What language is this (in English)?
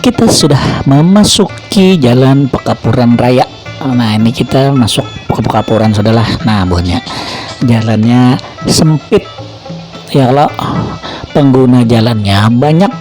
Banjar